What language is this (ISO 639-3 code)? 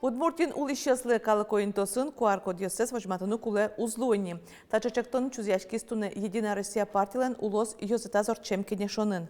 udm